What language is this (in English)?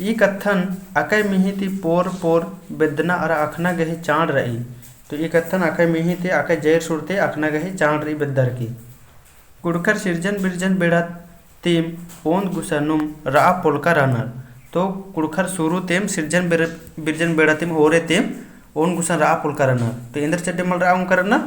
Kurukh